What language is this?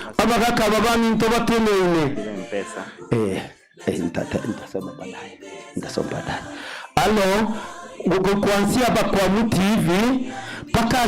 Gusii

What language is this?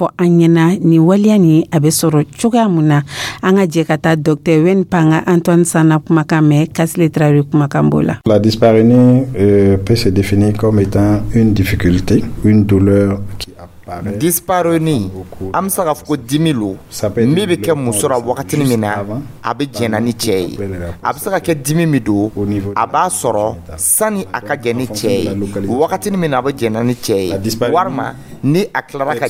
Dyula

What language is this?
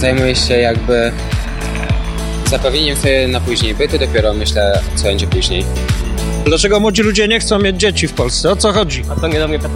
Polish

